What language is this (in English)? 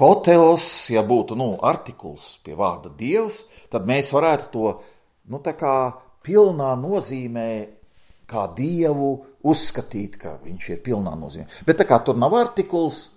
Latvian